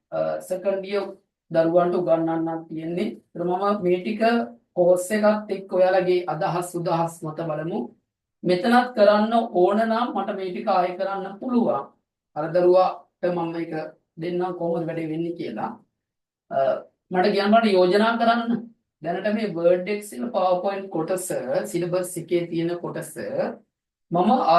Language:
Sinhala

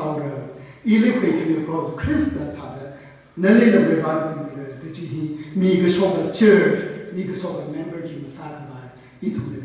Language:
Tangkhul Naga (India)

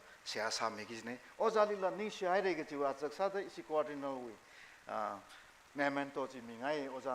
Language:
Tangkhul Naga (India)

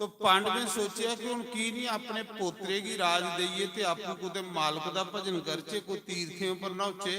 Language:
Dogri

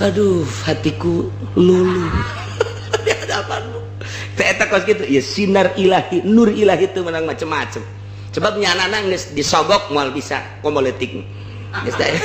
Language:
Sundanese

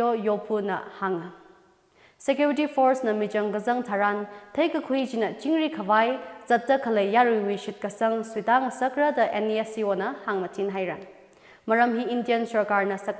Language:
Tangkhul Naga (India)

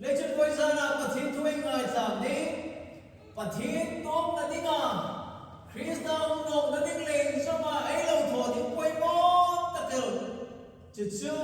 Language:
Hmar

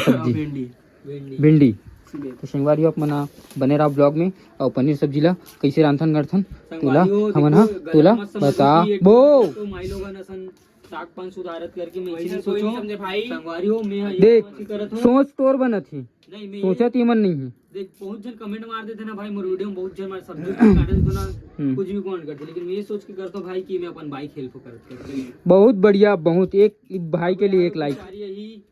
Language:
Chhattisgarhi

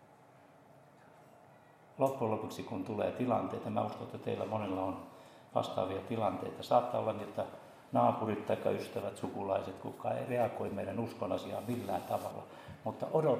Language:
Finnish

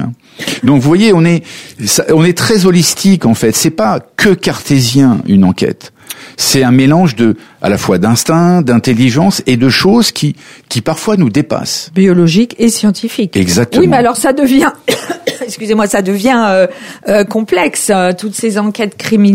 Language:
French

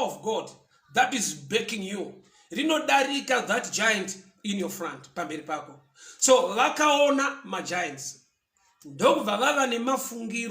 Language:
Shona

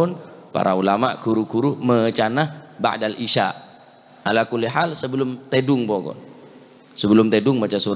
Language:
Madurese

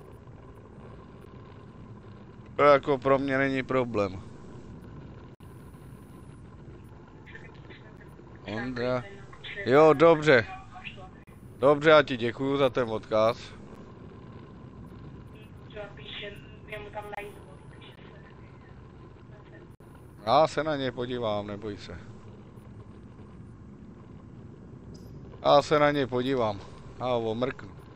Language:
Czech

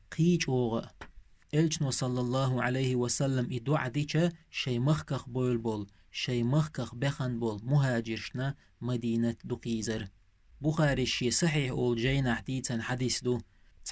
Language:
Chechen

